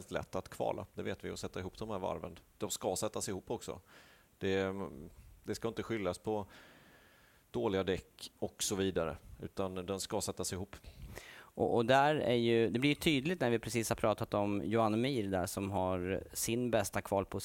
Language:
Swedish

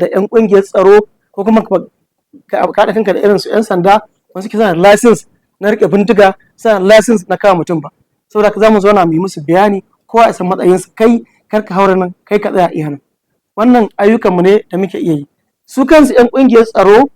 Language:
Hausa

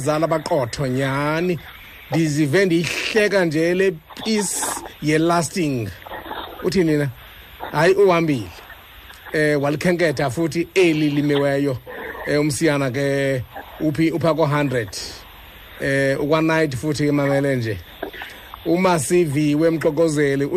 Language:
Xhosa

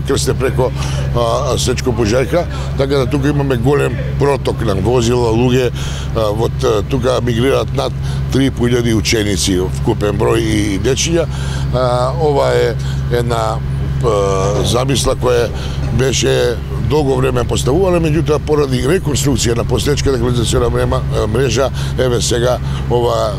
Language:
Macedonian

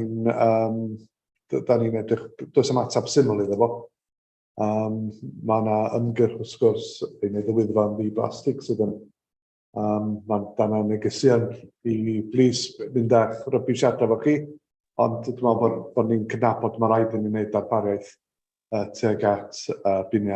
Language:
Welsh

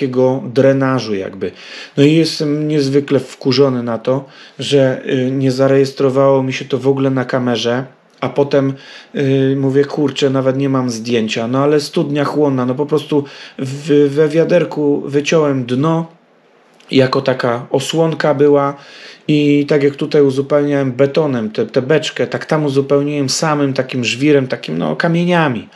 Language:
Polish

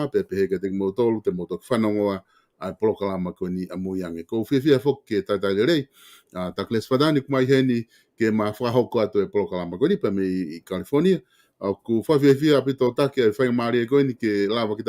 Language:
Tongan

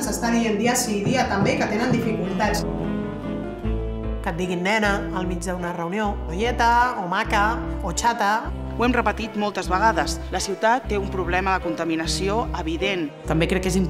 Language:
Catalan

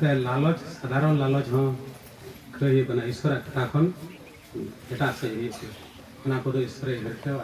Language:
Santali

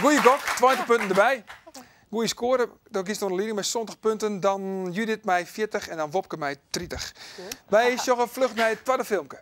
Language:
Western Frisian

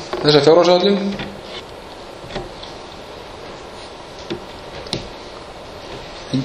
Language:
Icelandic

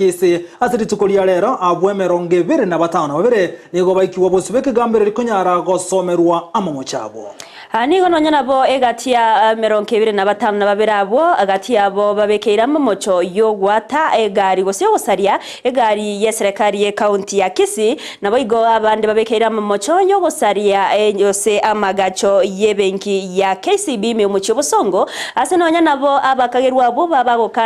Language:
Gusii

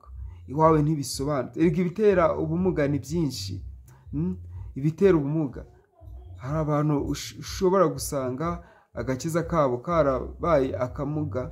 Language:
Kinyarwanda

